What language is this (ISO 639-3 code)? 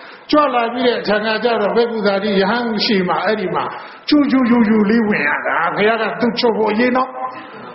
mya